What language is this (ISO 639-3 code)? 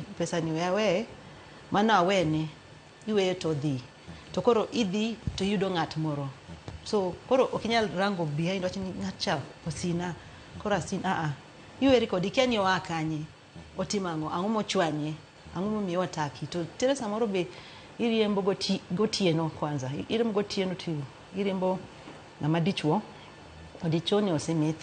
luo